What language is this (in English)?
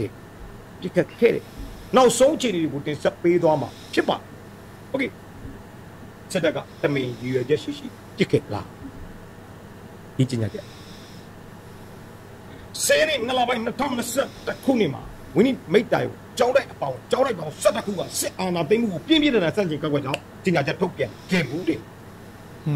Burmese